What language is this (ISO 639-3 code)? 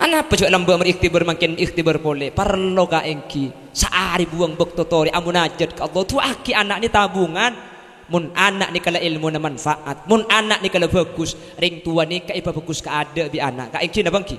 mad